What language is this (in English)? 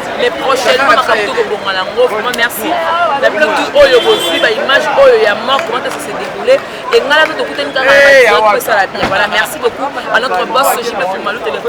Lingala